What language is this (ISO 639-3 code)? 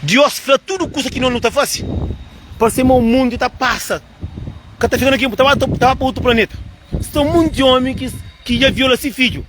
kea